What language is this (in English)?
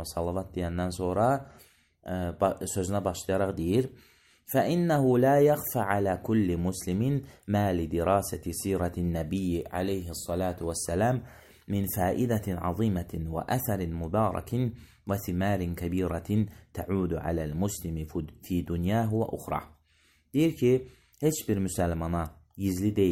Azerbaijani